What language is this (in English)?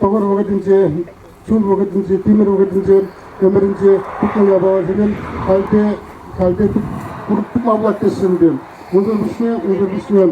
Chuvash